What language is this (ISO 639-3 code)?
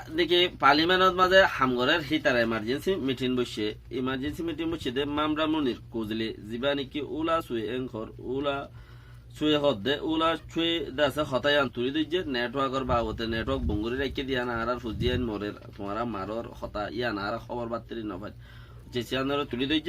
rhg